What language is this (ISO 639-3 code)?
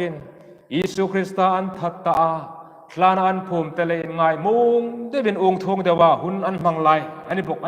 hmr